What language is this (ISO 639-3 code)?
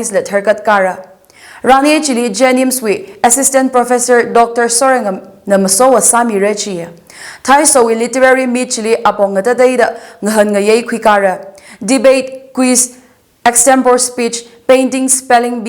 nmf